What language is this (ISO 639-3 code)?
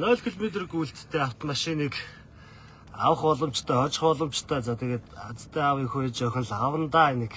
mon